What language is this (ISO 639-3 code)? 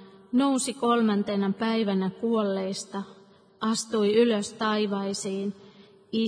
fin